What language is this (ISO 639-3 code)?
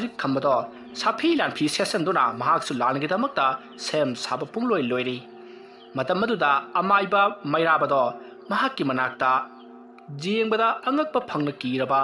mni